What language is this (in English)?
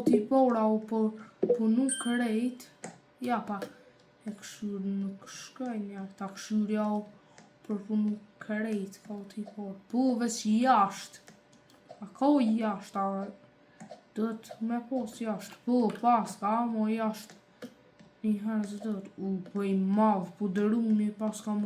Albanian